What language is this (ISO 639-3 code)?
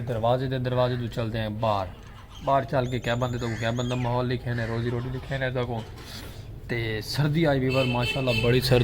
skr